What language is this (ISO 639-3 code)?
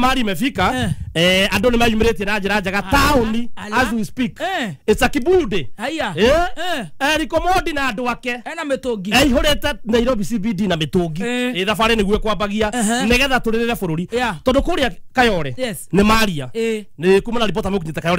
kik